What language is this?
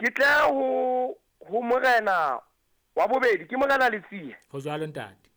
Southern Sotho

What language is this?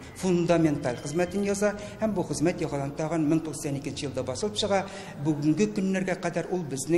Tatar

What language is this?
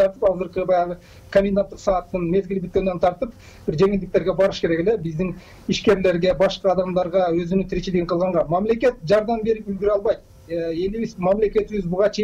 Kyrgyz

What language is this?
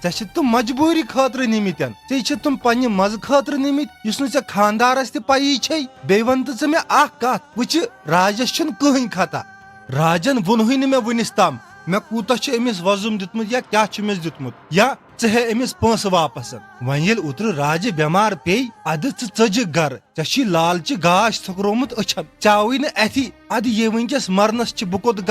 Kashmiri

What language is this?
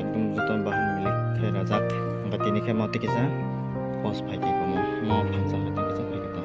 Kok Borok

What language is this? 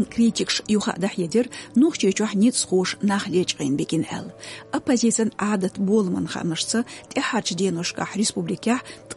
Chechen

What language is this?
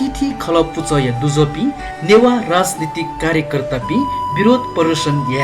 Newari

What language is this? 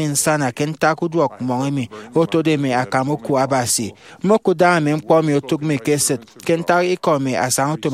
Efik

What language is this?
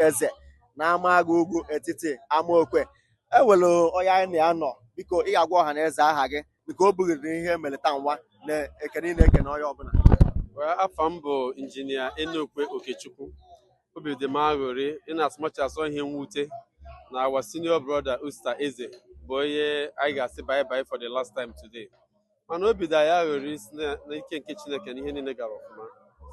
Igbo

